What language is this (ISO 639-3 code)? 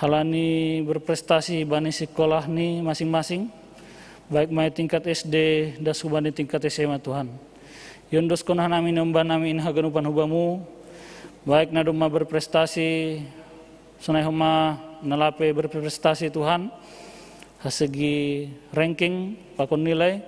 bts